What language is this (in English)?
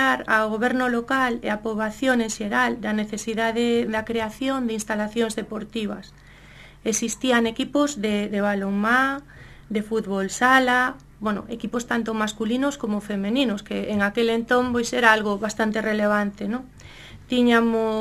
Galician